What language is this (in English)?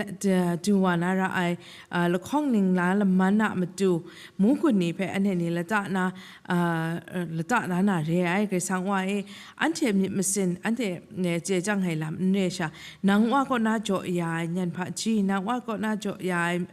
Kachin